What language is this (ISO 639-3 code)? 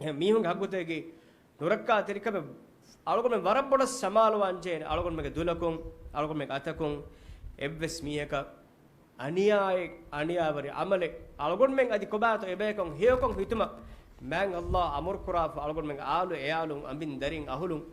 div